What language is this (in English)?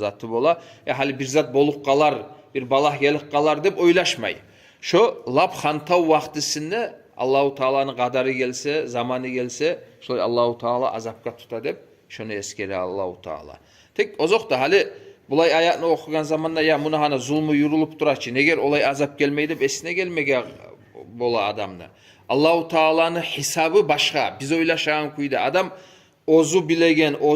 Kumyk